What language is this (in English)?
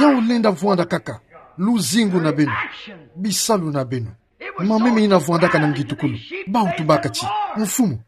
Kituba (Democratic Republic of Congo)